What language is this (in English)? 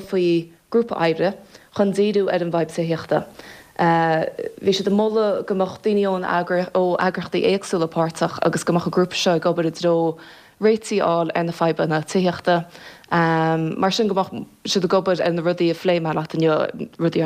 Irish